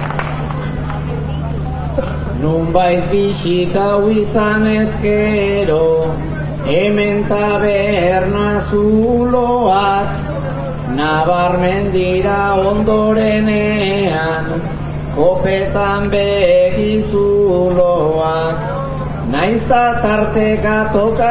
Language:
Basque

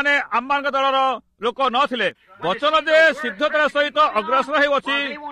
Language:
Odia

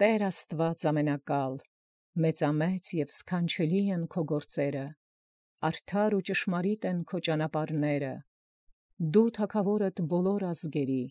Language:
Armenian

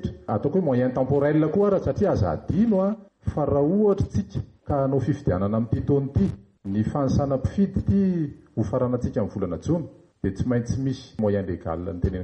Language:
Malagasy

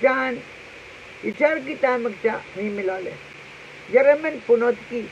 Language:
Pohnpeian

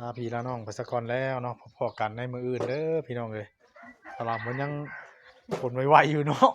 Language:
Northeastern Thai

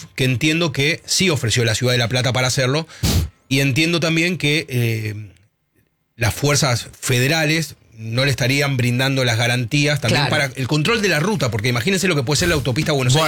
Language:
Spanish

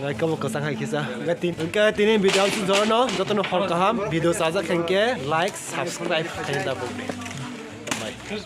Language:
Kok Borok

